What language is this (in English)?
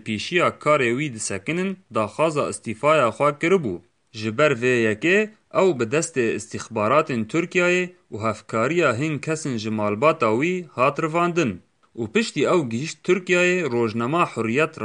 Kurdish